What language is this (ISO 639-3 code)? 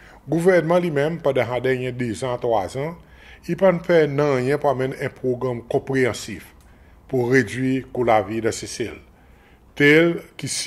crs